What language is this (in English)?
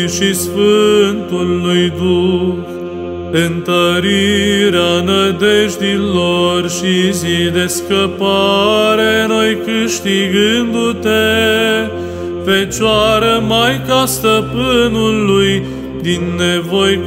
Romanian